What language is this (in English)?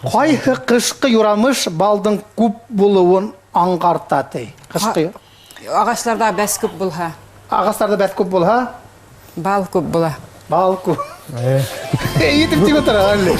Bashkir